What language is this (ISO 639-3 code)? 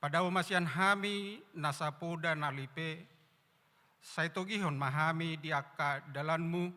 bbc